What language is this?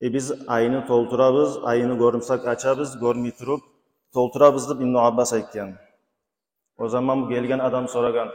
Kumyk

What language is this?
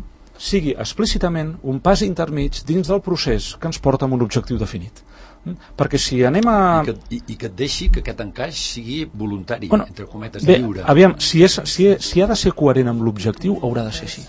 Catalan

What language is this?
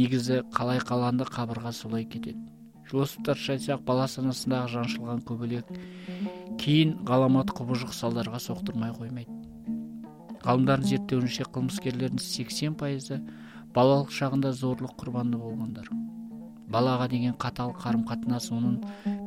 Kazakh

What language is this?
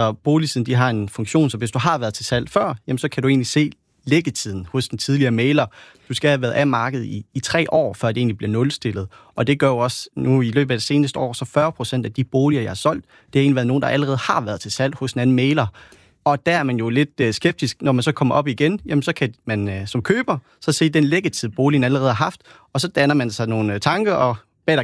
Danish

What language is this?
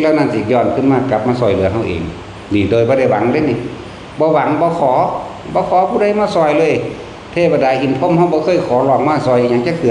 Northeastern Thai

